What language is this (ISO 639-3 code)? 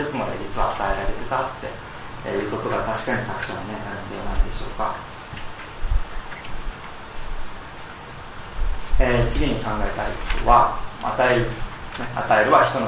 jpn